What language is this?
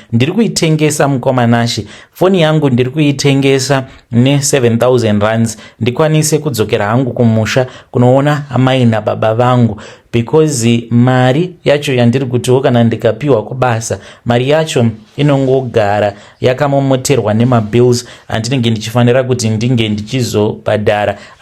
Shona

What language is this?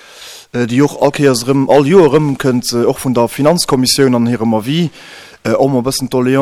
Luxembourgish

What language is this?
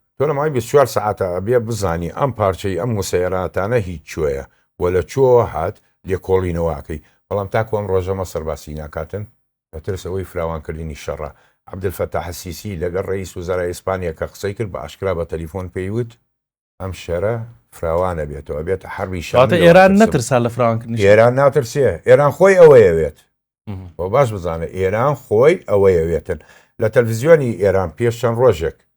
Central Kurdish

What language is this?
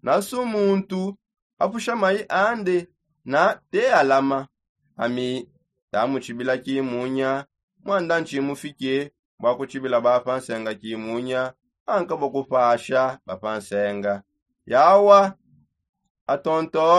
Songe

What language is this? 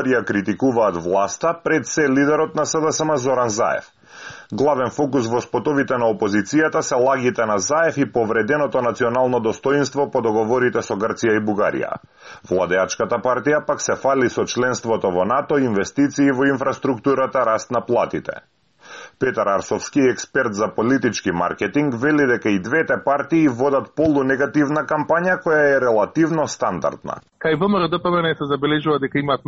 Macedonian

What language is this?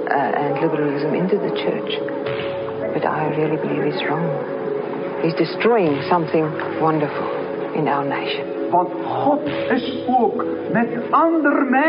Afrikaans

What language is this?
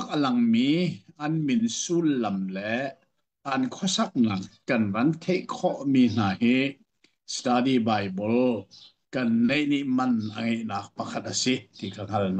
Hakha Chin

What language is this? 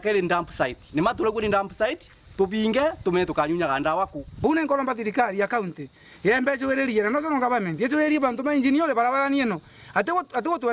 Meru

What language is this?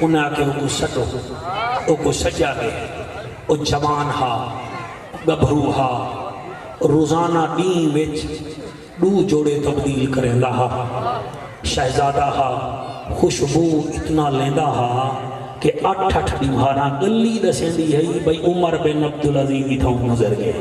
Saraiki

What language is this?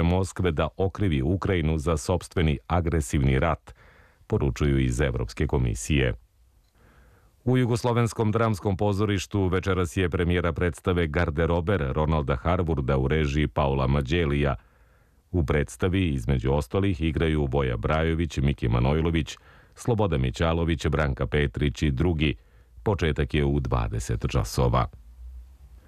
Serbian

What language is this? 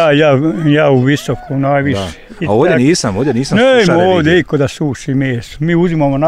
Bosnian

